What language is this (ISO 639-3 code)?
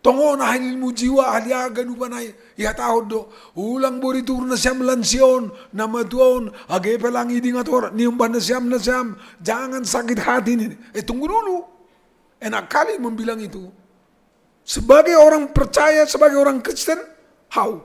bts